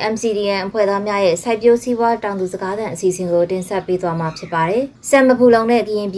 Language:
Burmese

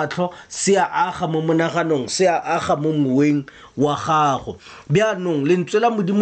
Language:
Tswana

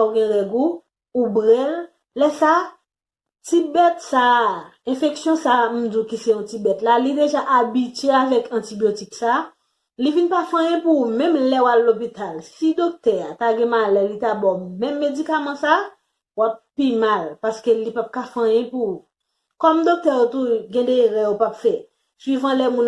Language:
Haitian Creole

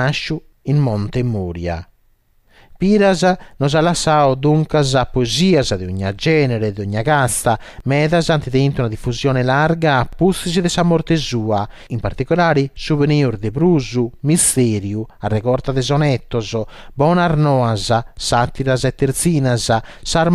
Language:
Sardinian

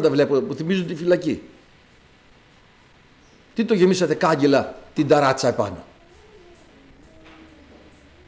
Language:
Greek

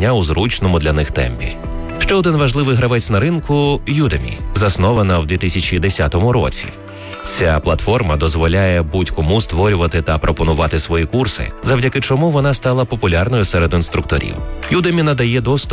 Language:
Ukrainian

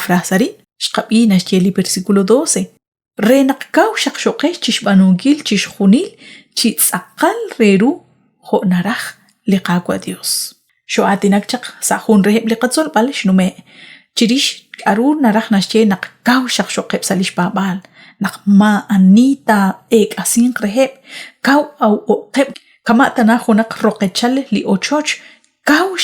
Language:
Kekchí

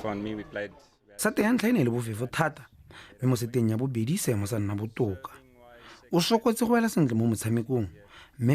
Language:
Tswana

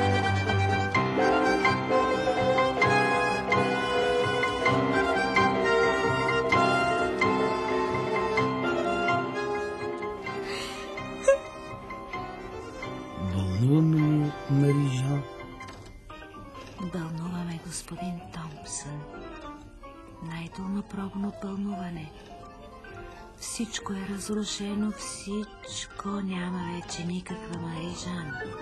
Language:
Bulgarian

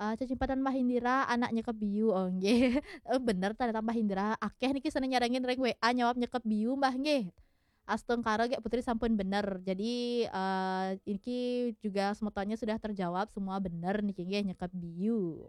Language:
Balinese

